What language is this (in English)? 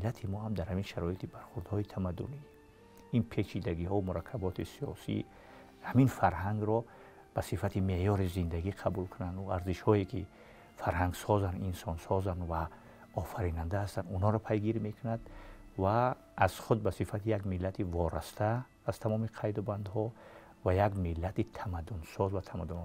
Tajik